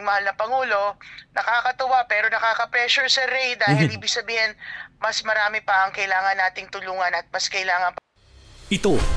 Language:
Filipino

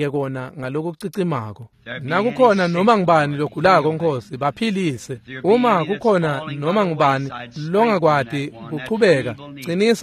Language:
Swati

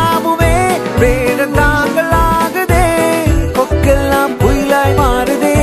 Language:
Tamil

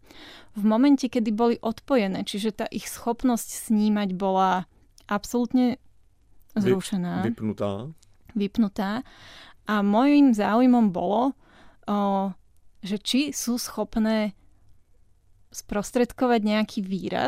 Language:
Slovak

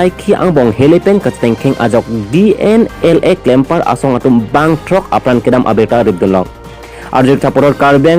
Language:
Karbi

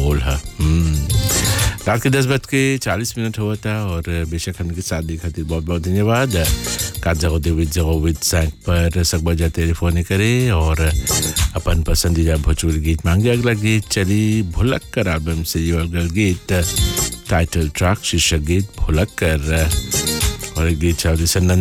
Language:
Bhojpuri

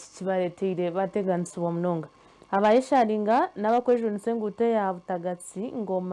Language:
Nyankole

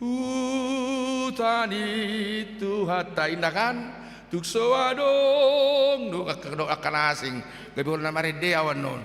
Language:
Batak Toba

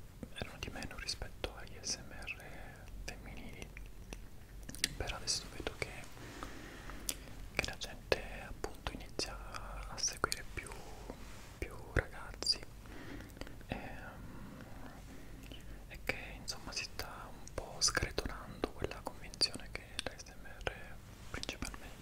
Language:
Italian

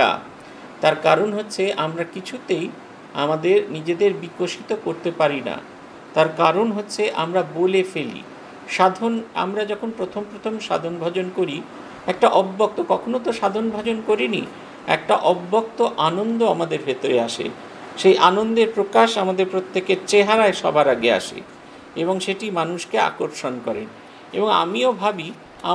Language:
Bangla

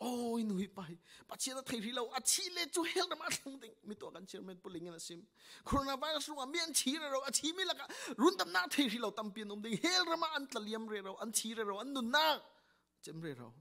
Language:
Falam Chin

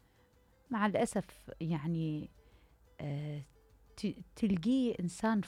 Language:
Mesopotamian Arabic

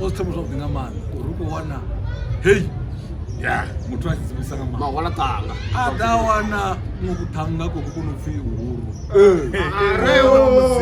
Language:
Venda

